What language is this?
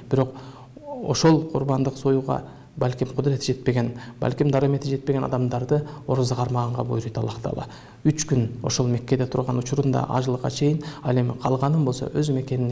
Kyrgyz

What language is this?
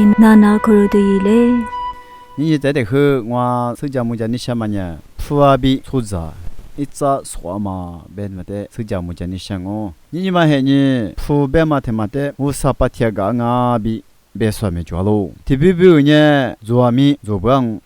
Lisu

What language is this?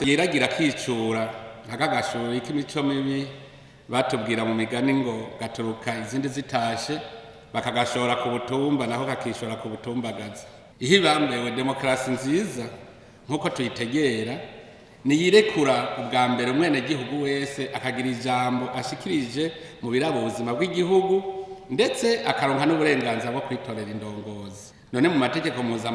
Rundi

